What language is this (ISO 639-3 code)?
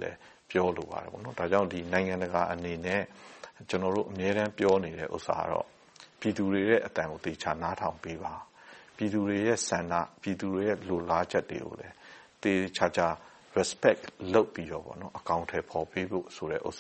mya